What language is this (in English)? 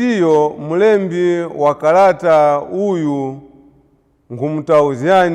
Nyanja